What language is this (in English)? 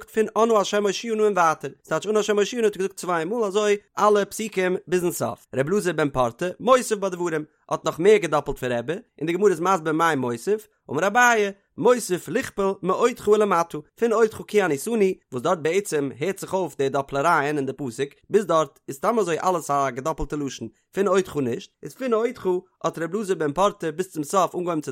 Yiddish